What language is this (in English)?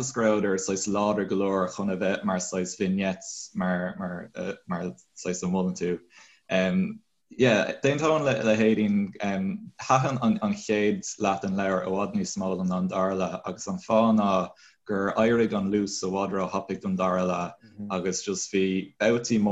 Irish